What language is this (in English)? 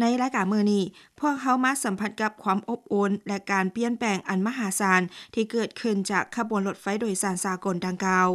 Lao